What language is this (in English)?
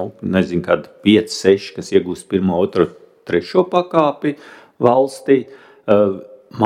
Latvian